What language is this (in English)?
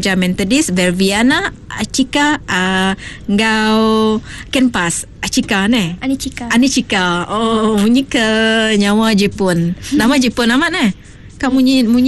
Iban